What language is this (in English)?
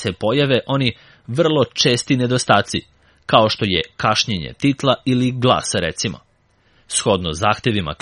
Serbian